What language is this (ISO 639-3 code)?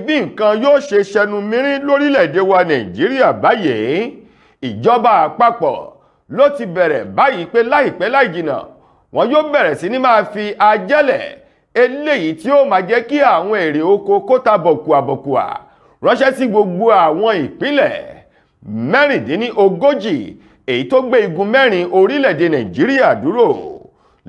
yor